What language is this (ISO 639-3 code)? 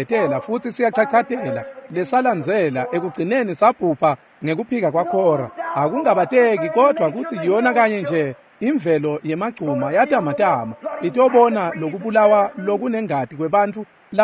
ssw